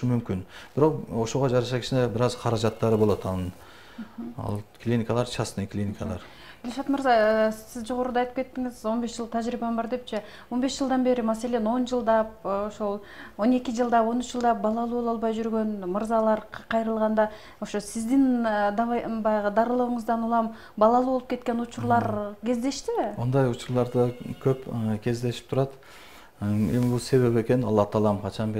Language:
Kyrgyz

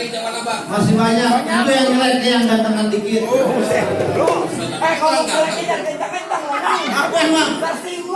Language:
Betawi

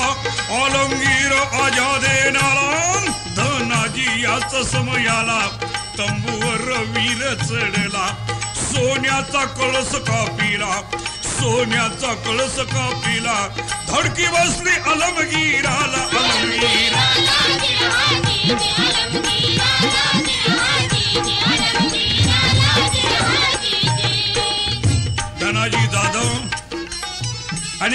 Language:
Marathi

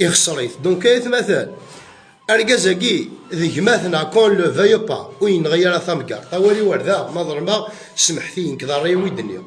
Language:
Kabyle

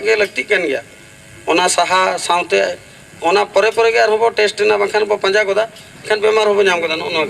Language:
Santali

